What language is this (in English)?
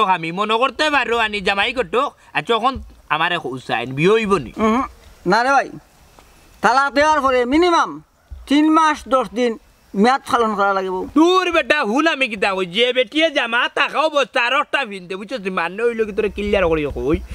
Sylheti